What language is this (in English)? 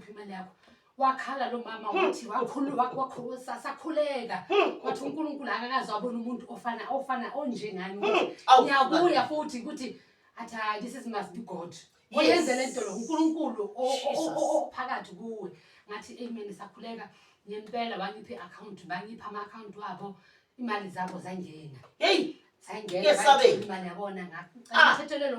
Zulu